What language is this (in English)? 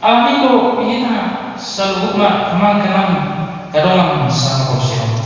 Batak Toba